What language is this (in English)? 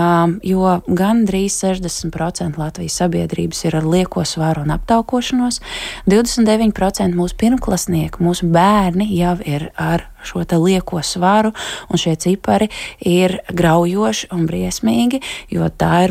Latvian